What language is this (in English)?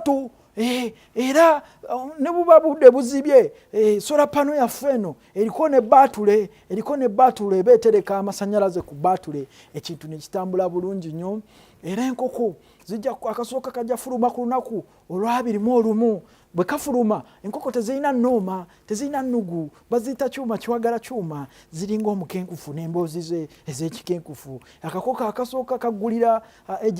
Ganda